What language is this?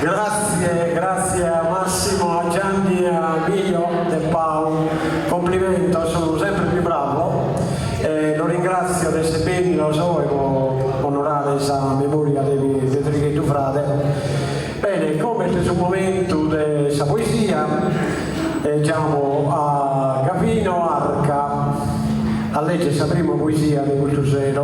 Sardinian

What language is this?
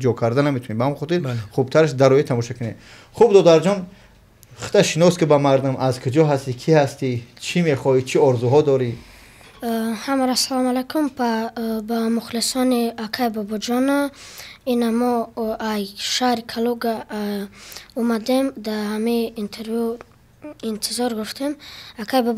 Tajik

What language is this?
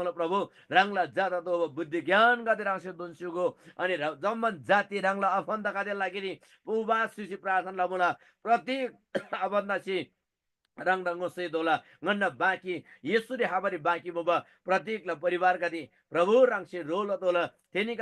Eastern Tamang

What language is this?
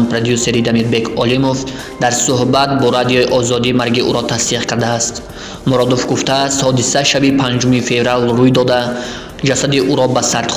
Tajik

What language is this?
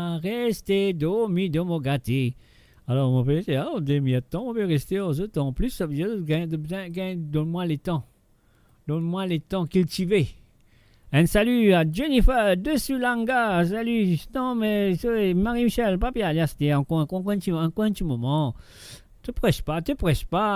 Morisyen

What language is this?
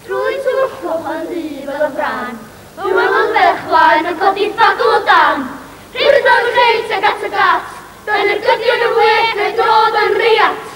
Welsh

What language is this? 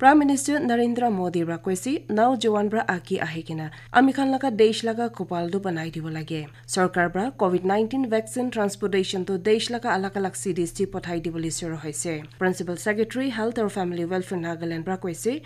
Naga Pidgin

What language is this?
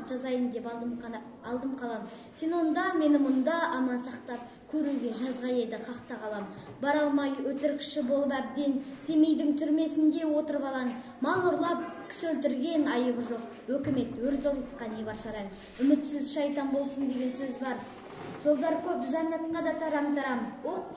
Kazakh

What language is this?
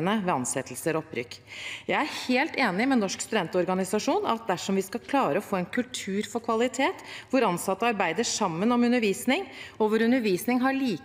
Norwegian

